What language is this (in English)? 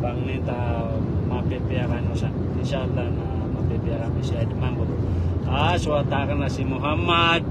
Maranao